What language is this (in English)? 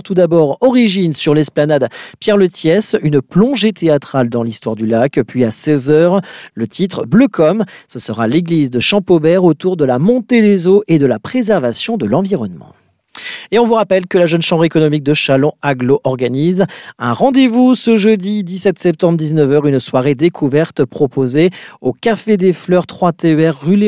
French